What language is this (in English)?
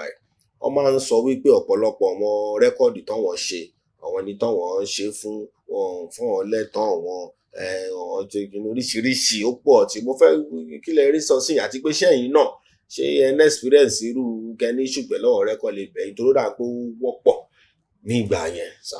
Yoruba